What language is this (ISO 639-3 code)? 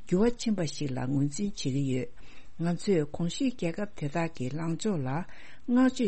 bod